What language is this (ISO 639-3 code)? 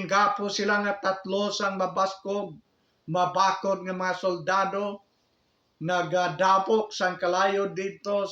hil